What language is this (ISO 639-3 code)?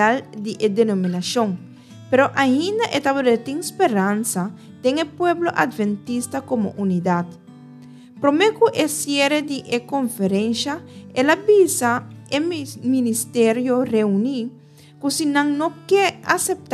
pap